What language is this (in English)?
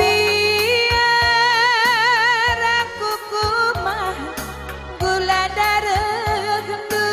Batak Karo